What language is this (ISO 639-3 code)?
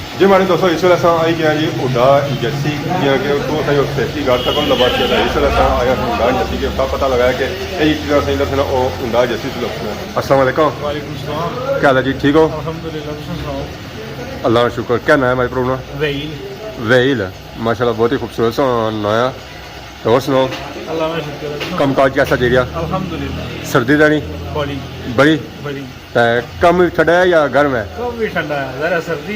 phr